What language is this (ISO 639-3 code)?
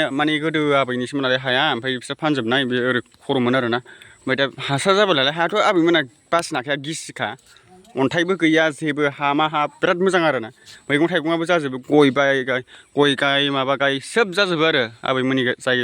brx